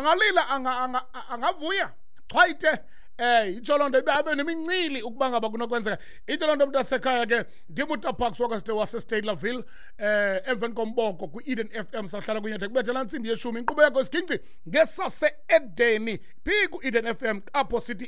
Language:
Xhosa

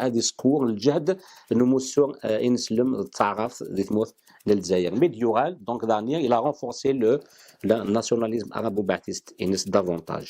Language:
Kabyle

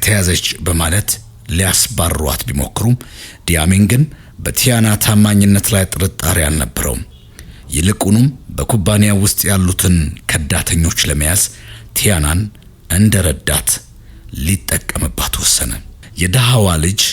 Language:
Amharic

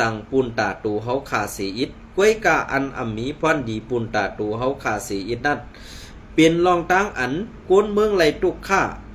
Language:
Shan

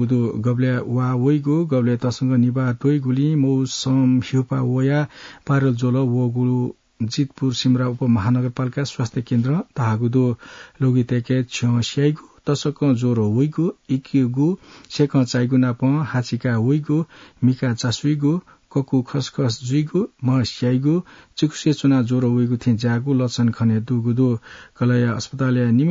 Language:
Newari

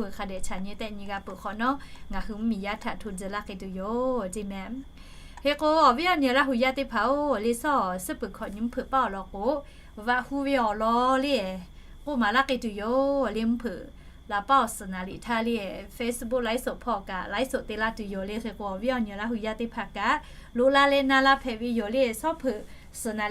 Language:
Lahu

